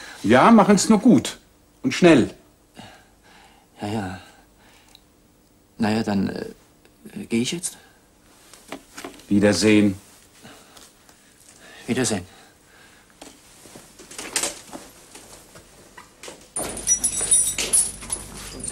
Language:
German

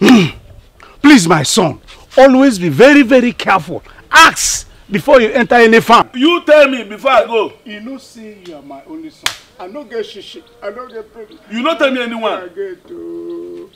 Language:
Nigerian Pidgin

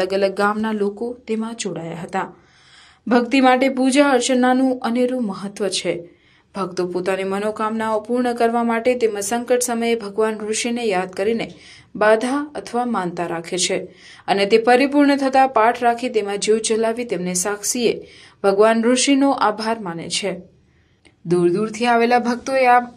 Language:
Gujarati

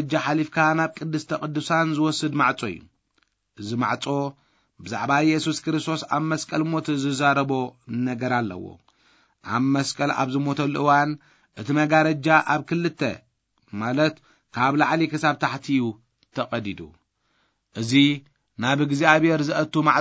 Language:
Tigrinya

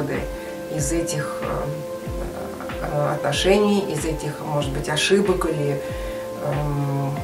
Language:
Russian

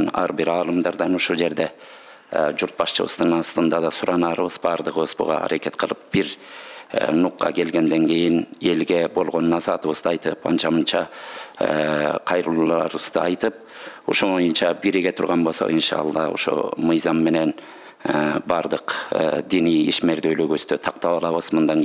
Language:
Kyrgyz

